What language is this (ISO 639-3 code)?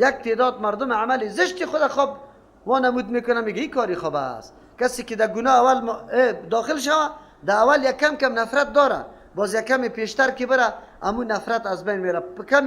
fas